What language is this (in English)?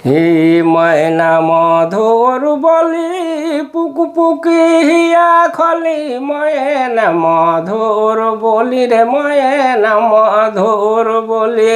Sadri